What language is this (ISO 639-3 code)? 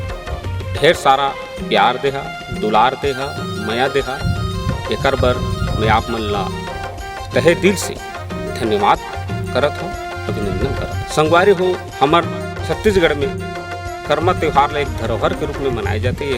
hne